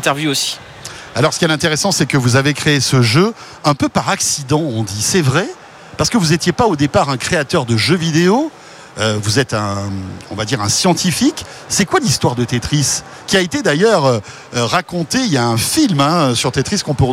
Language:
French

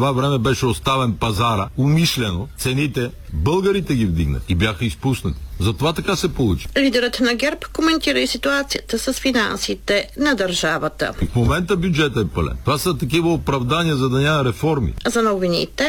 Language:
Bulgarian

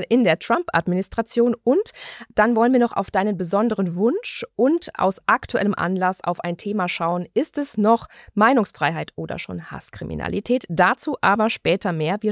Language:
German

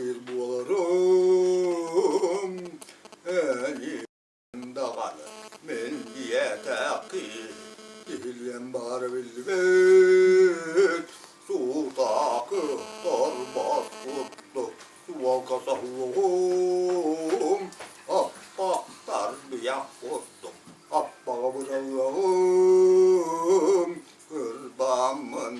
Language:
Yakut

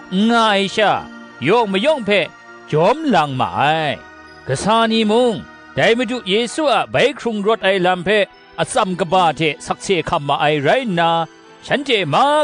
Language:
Kachin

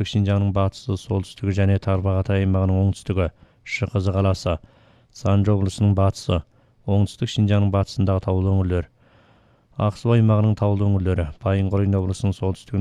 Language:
Kyrgyz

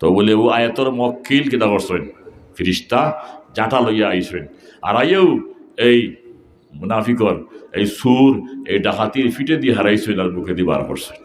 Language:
Sylheti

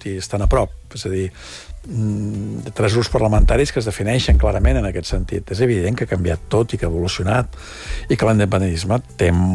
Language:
Catalan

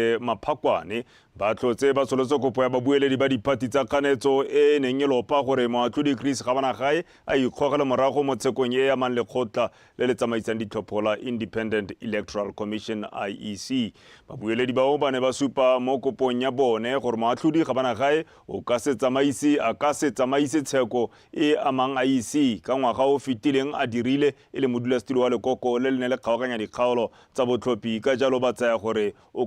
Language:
Tswana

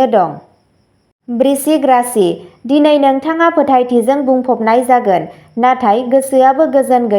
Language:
Bodo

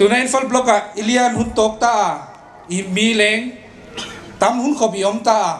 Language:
Paite Chin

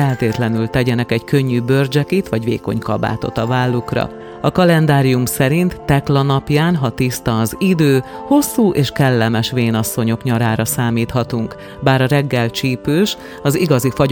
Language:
Hungarian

